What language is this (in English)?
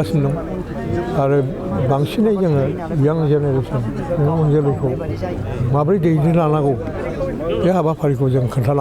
Bodo